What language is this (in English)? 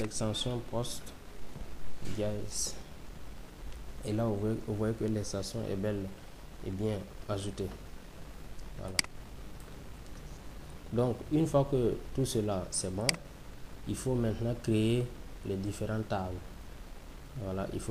French